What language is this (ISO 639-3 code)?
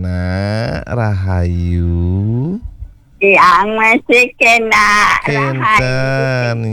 ban